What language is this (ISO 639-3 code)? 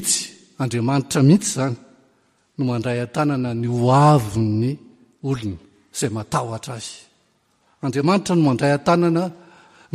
mlg